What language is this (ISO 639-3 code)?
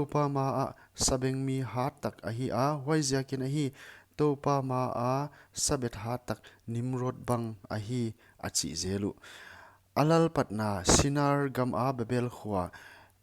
pck